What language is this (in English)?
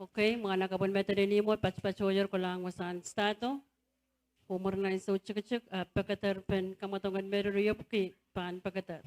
Pohnpeian